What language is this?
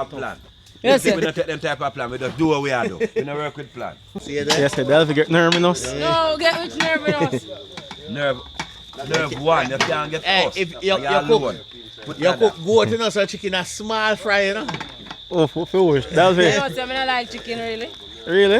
Jamaican Creole English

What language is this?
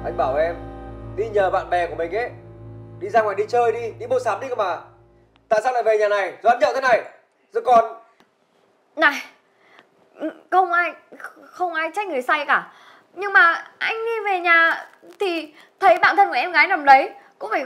Vietnamese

